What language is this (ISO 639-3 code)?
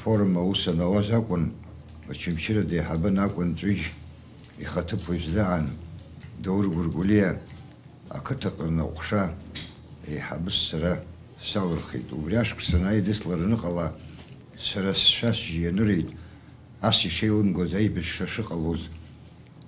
abk